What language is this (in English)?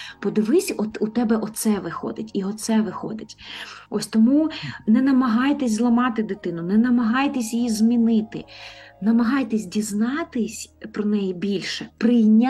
Ukrainian